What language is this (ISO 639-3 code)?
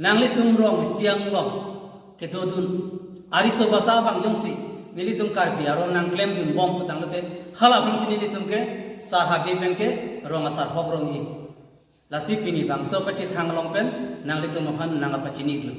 mjw